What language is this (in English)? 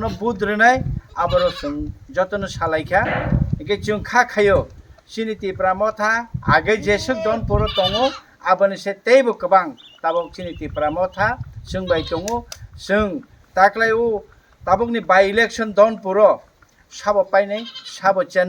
Kok Borok